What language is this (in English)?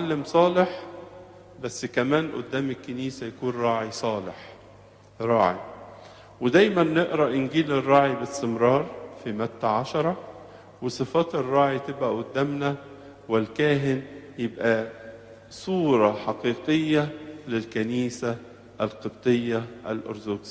Egyptian Arabic